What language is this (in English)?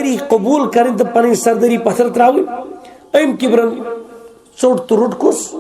Kashmiri